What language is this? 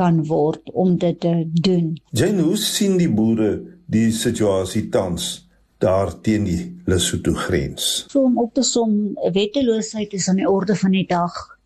Afrikaans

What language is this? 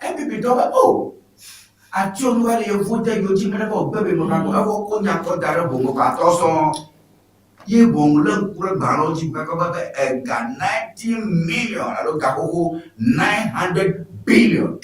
Ewe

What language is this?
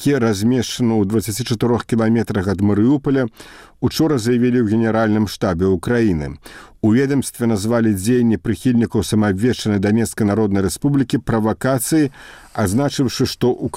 Belarusian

